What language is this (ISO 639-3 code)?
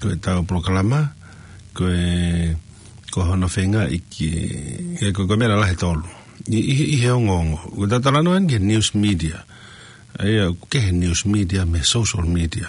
ton